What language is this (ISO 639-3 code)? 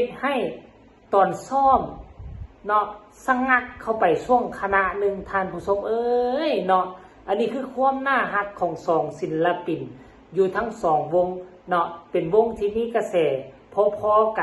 tts